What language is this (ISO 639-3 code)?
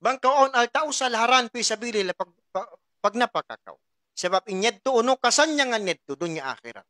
tsg